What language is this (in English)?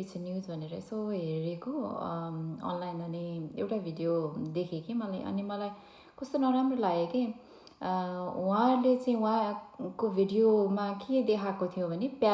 Nepali